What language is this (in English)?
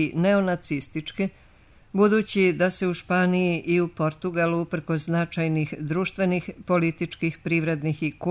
Serbian